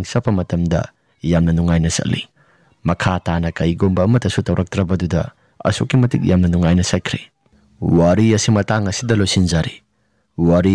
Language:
Manipuri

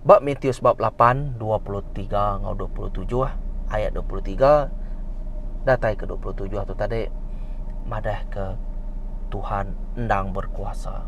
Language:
Iban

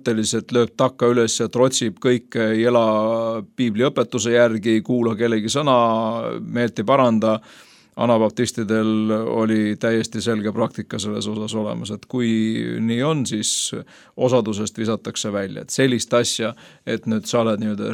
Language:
Estonian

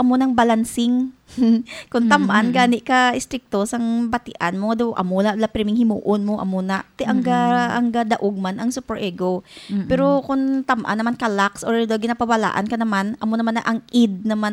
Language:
Hiligaynon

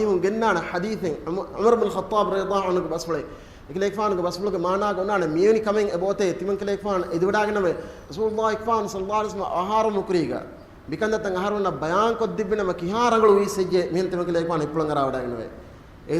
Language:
Divehi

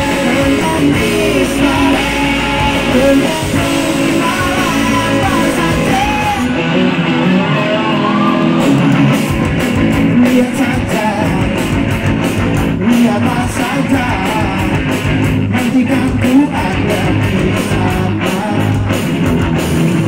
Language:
Indonesian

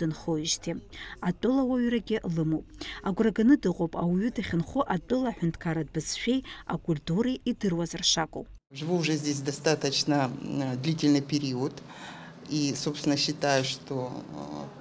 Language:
Abkhazian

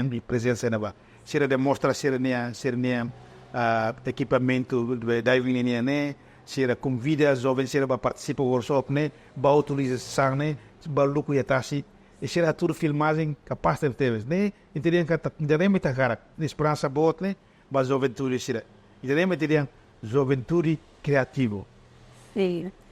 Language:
Tetum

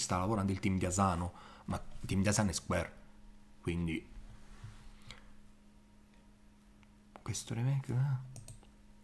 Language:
Italian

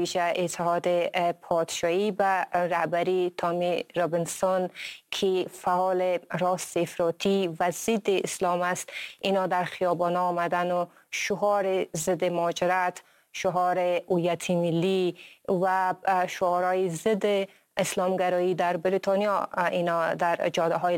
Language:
Persian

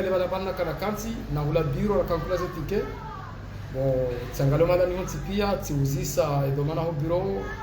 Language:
Ngazidja Comorian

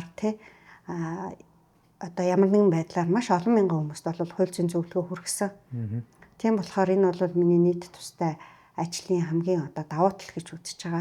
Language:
Mongolian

